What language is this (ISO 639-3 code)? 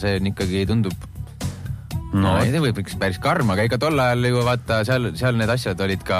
est